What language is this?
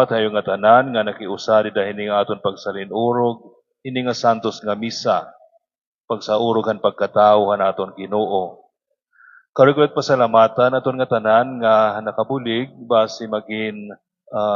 Waray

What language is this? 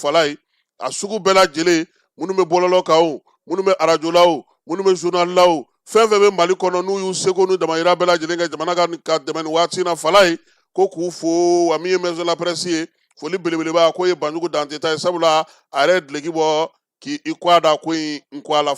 Bambara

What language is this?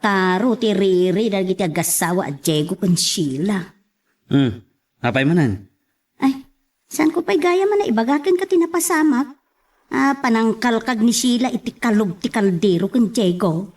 Iloko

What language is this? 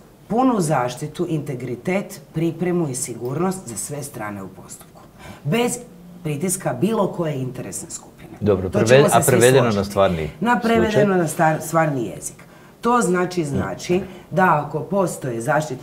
Croatian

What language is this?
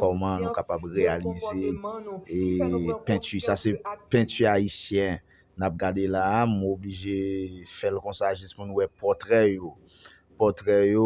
Haitian Creole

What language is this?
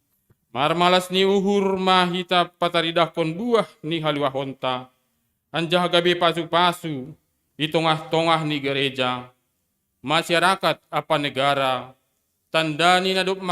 Batak Simalungun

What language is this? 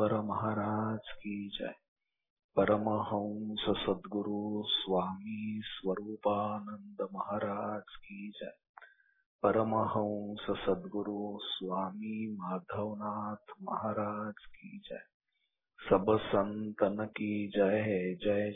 Marathi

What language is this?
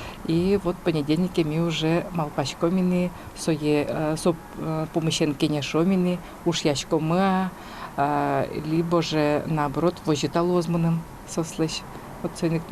Udmurt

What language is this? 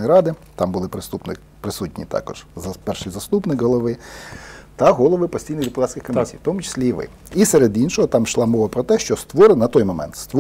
Ukrainian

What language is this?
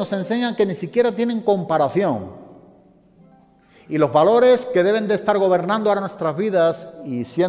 Spanish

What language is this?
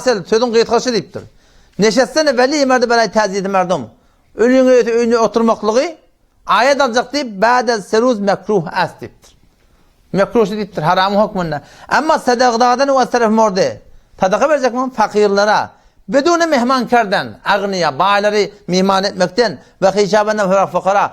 Turkmen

